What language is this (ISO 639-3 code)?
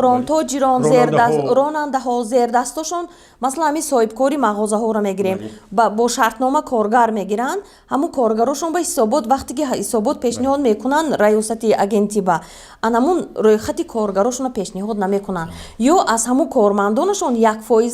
tgk